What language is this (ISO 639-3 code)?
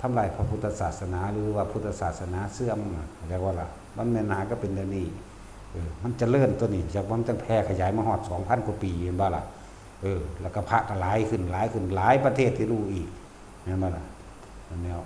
lao